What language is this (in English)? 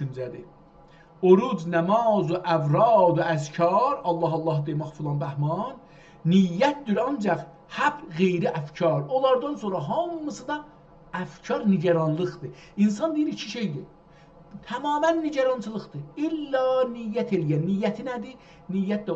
South Azerbaijani